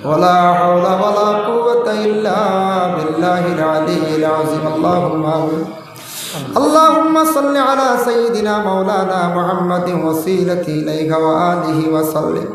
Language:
Sylheti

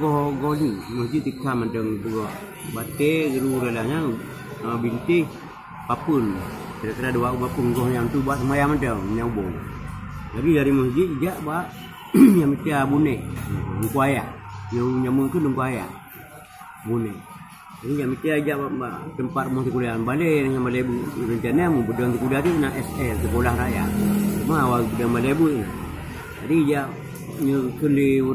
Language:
Achinese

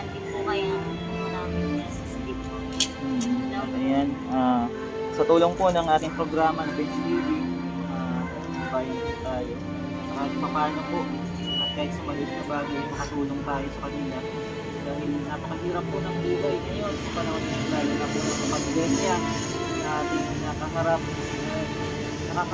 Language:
Filipino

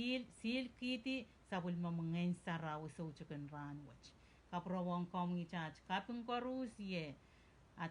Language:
Pohnpeian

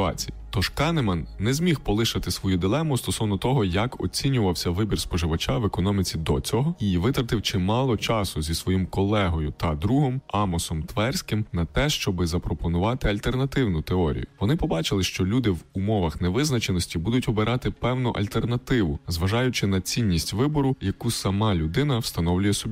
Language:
Ukrainian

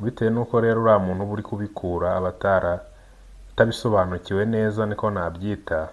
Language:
Kinyarwanda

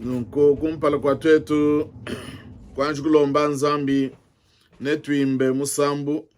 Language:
Luba-Lulua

